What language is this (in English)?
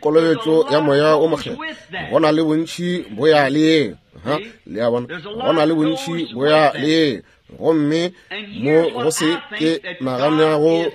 Northern Sotho